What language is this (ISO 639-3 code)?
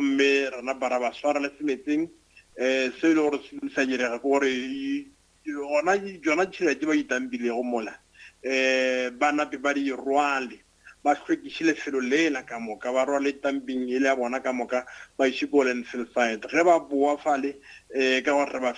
nso